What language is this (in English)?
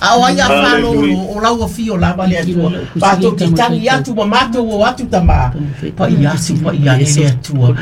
Samoan